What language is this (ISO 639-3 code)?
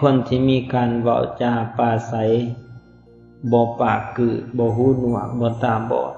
lao